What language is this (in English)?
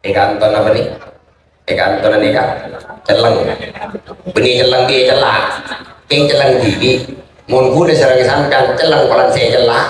Madurese